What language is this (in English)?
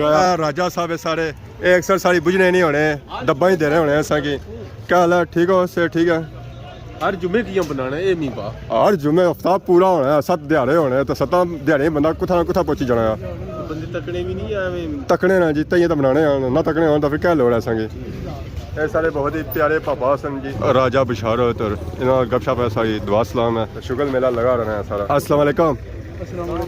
Pahari-Potwari